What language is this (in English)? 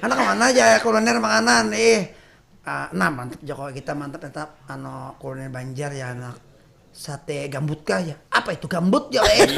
Banjar